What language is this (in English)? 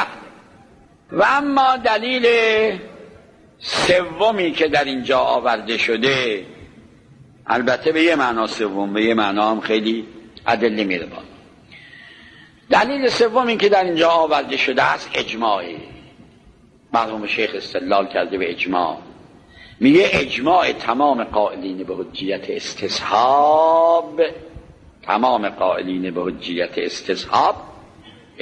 Persian